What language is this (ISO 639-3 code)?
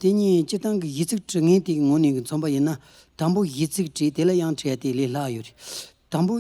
bod